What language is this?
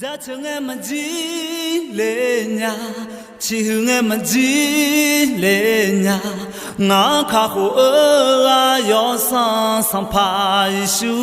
Akha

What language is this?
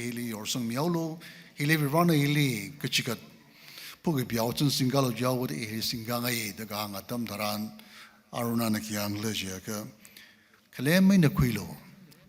Tangkhul Naga (India)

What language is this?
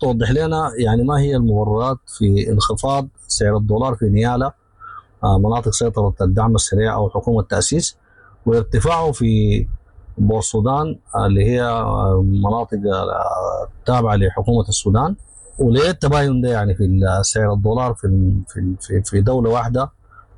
Sudanese Arabic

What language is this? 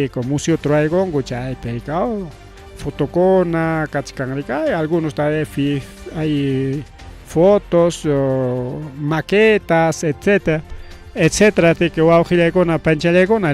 Ayacucho Quechua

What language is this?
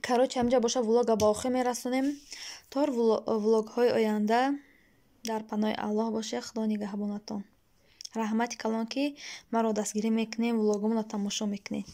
Tajik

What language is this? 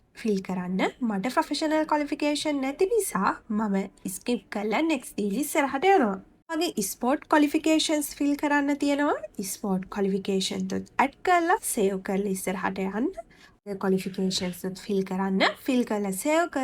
Sinhala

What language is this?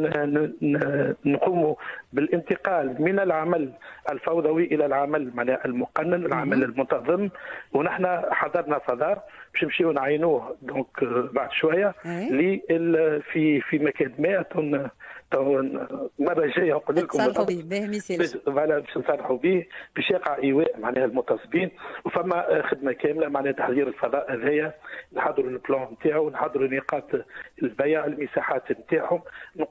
Tunisian Arabic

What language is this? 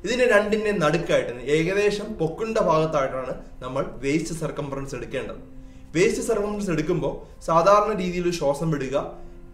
Malayalam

